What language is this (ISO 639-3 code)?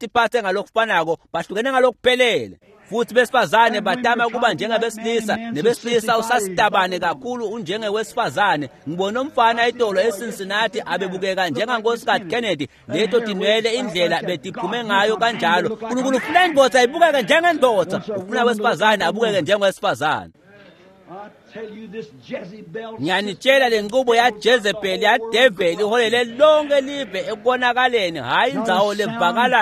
ssw